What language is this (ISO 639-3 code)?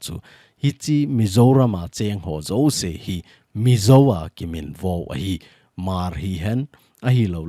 tcz